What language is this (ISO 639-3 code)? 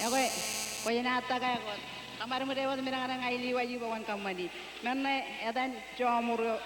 mah